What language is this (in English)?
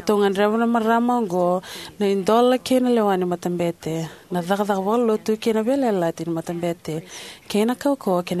Fijian